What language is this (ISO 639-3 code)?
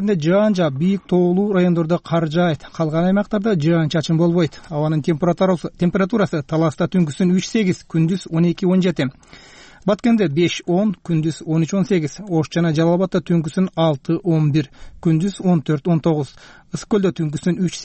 kir